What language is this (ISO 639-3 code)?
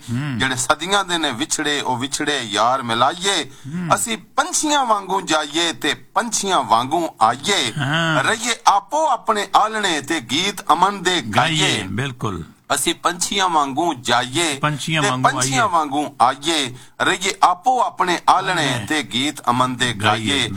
pan